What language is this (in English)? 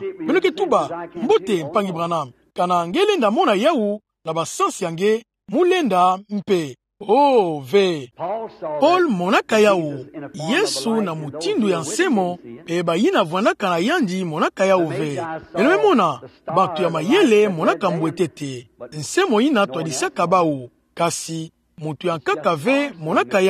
Kituba (Democratic Republic of Congo)